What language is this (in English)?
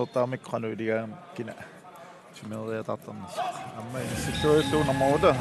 Kalaallisut